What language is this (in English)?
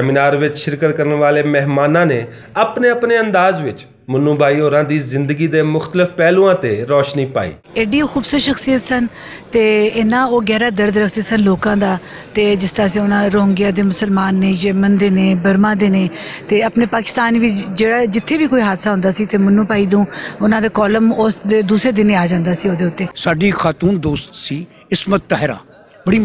Western Panjabi